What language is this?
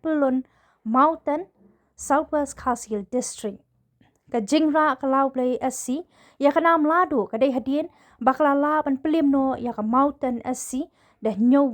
Khasi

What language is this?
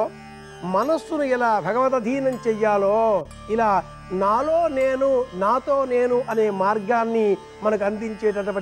Telugu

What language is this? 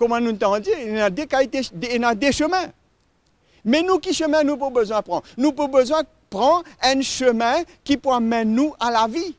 Morisyen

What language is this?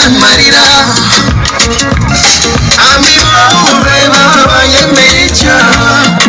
Kinyarwanda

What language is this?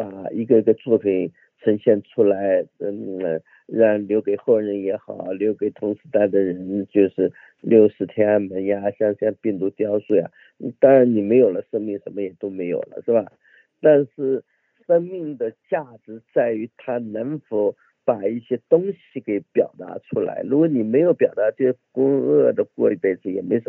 Chinese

